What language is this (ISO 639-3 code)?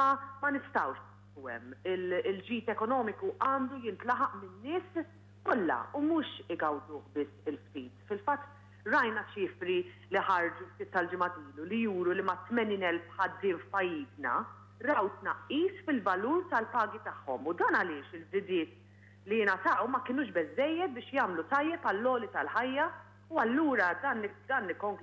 mlt